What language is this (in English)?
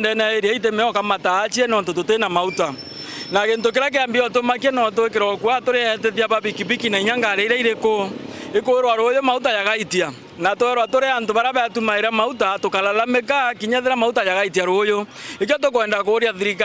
Meru